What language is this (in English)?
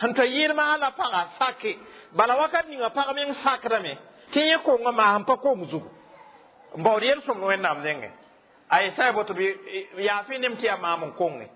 Mossi